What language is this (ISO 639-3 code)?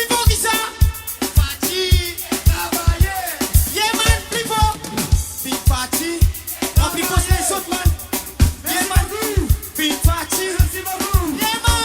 mfe